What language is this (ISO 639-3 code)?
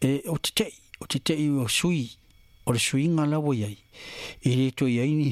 smo